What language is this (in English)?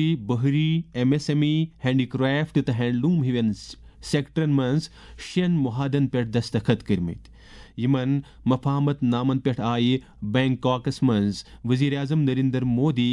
Kashmiri